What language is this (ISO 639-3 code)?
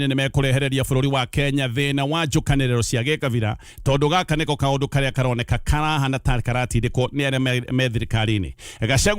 kik